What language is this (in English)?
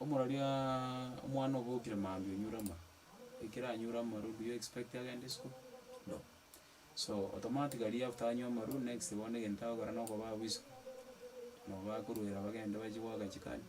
Gusii